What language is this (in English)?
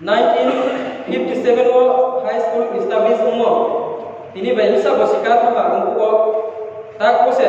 Riang (India)